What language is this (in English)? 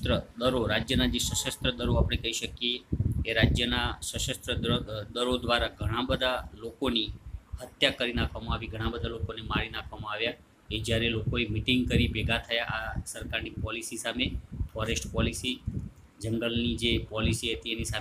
Gujarati